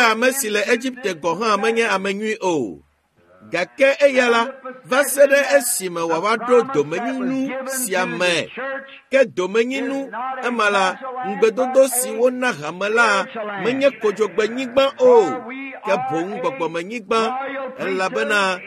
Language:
Ewe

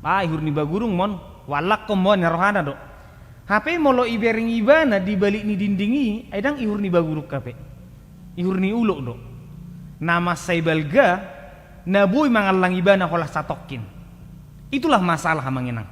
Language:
Batak Toba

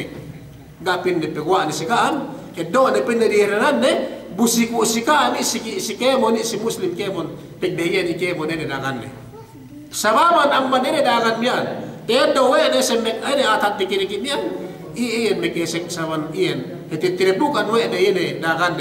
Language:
Yakan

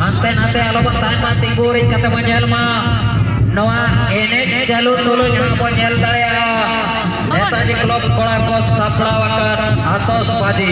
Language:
Santali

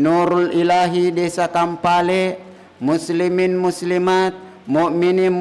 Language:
Buginese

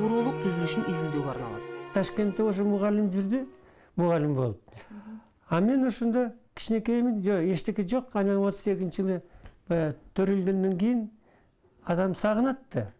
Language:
Kyrgyz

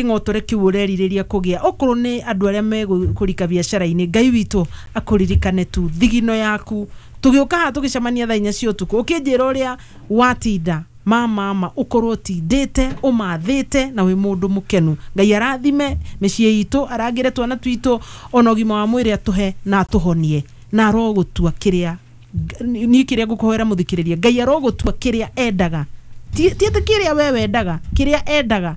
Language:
Kikuyu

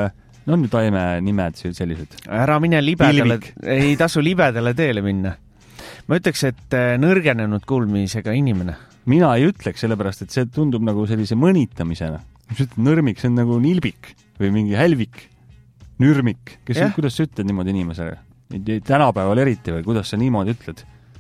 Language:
Estonian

